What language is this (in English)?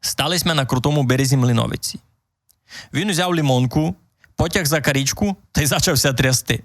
Rusyn